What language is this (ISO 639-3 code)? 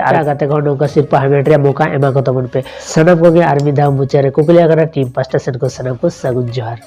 sat